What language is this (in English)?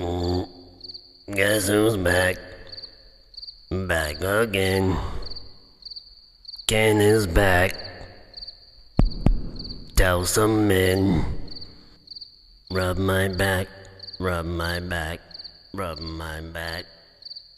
English